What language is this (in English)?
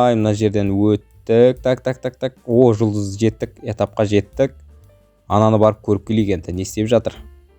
Kazakh